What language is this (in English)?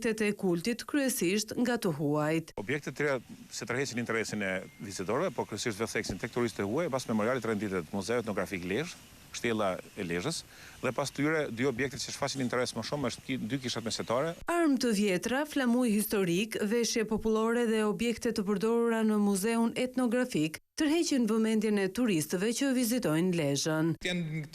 Albanian